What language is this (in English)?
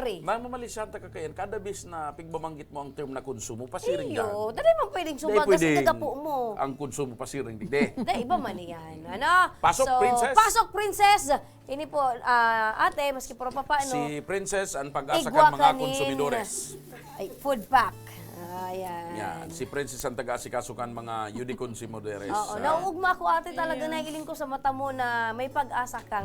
Bikol